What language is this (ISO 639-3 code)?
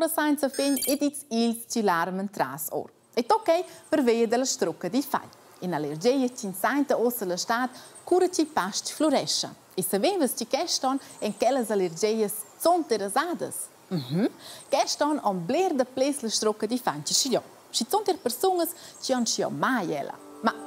roh